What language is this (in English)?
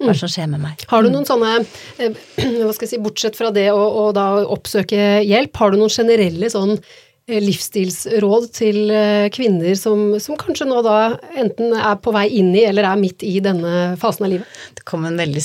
Norwegian